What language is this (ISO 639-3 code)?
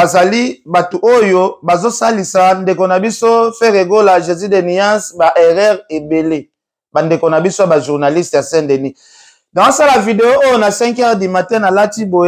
lin